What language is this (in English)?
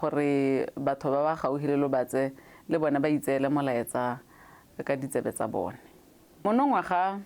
Tswana